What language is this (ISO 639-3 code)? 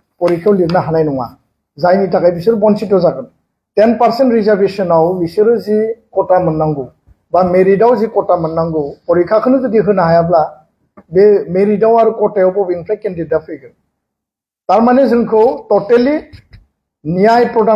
brx